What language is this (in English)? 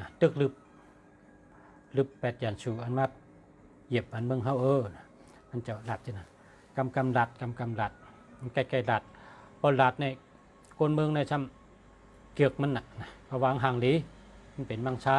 Shan